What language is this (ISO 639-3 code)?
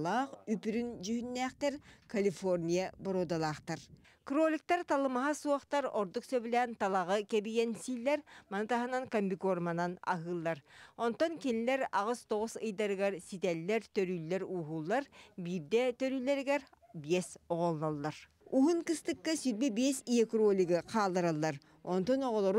sah